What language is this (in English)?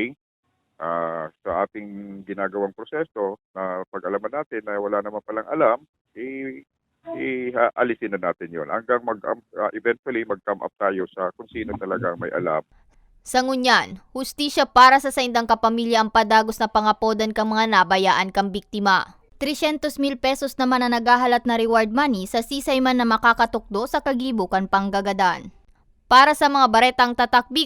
Bikol